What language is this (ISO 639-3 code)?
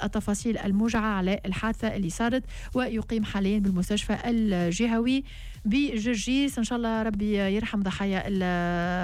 aeb